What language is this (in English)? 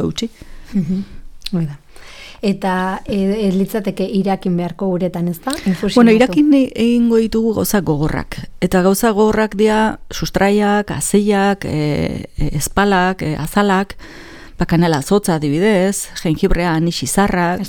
Basque